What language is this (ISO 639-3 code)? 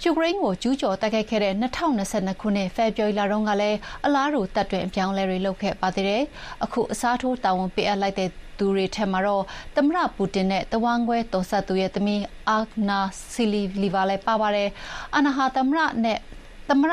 mya